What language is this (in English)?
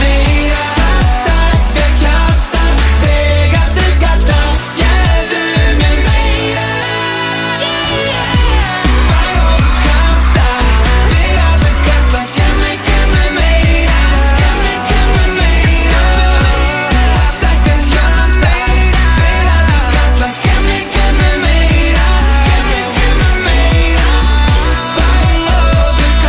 Icelandic